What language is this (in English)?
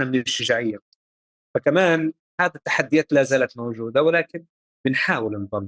North Levantine Arabic